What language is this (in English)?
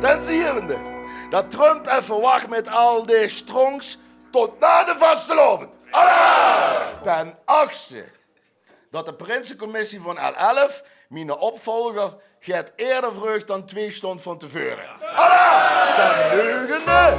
Limburgish